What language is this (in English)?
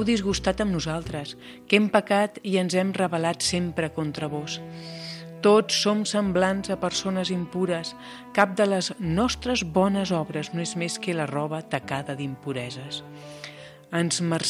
Catalan